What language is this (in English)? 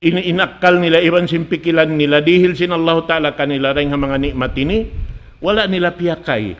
Tausug